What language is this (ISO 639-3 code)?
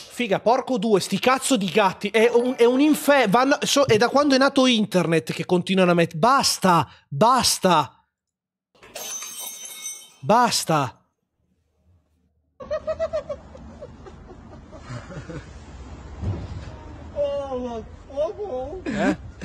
ita